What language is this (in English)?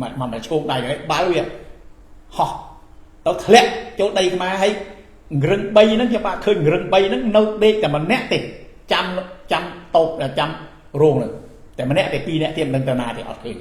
Khmer